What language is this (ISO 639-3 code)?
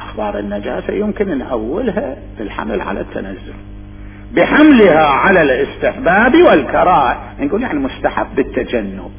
acm